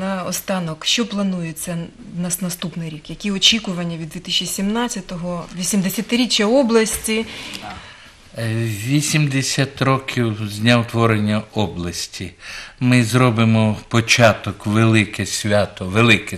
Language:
Ukrainian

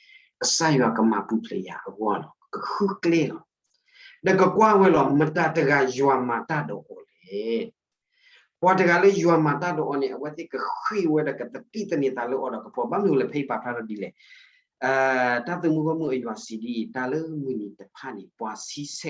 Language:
S'gaw Karen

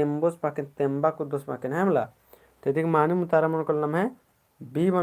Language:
Kurukh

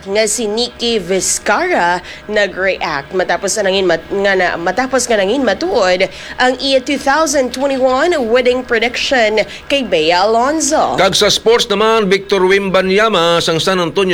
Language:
Hiligaynon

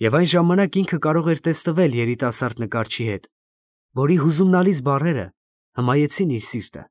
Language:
Armenian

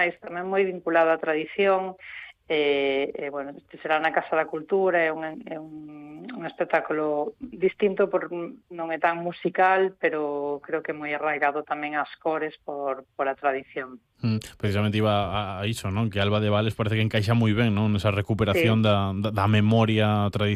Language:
Galician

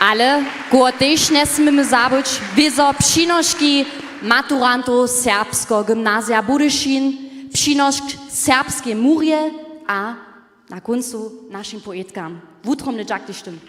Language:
Upper Sorbian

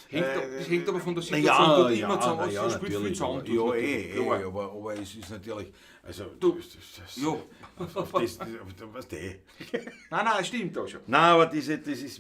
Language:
Bavarian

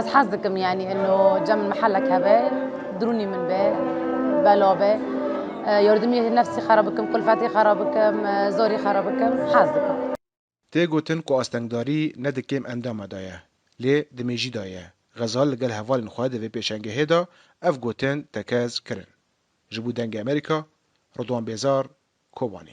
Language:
Kurdish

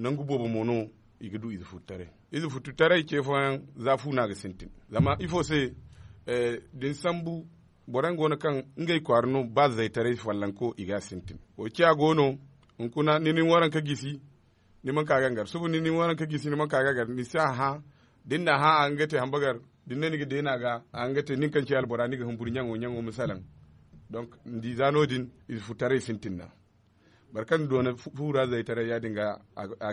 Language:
Zarma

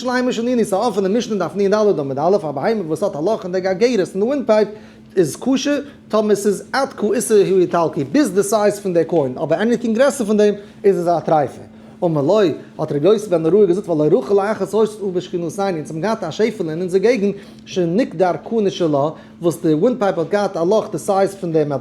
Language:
Yiddish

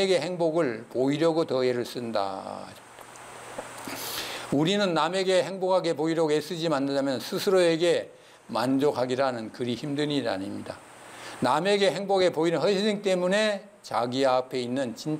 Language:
Korean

